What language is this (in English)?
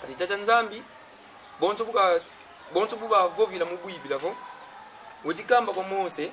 Kongo